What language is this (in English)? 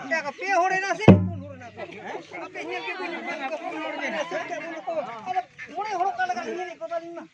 Santali